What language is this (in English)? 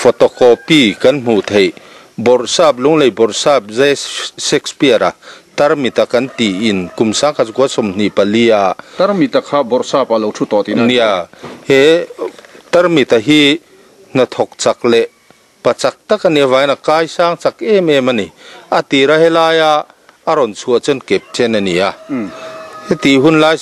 Mizo